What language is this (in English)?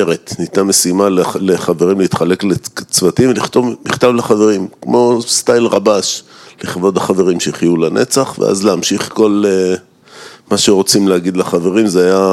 Hebrew